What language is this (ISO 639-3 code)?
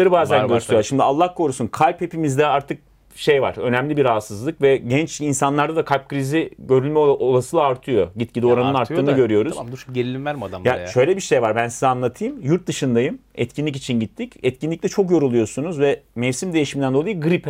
tur